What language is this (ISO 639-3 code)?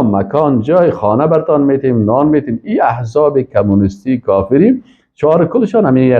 fas